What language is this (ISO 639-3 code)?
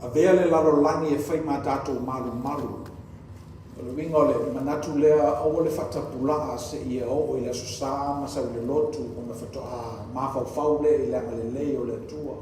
smo